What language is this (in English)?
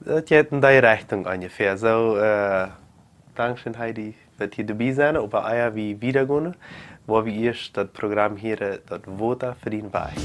Plautdietsch